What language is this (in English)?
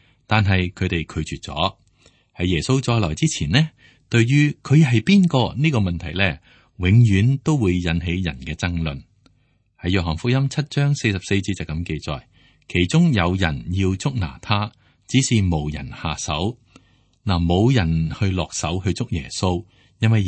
Cantonese